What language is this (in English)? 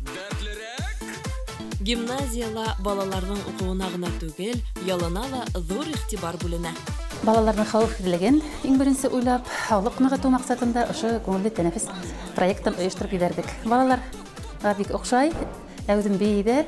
Bashkir